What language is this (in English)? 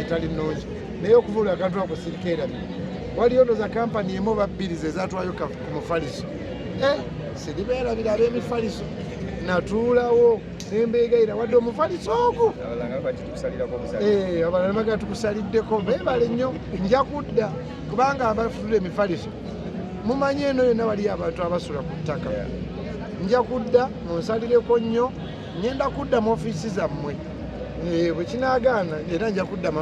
Ganda